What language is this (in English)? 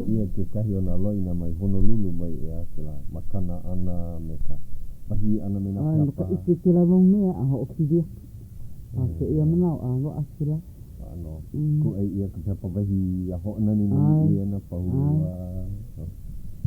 Hawaiian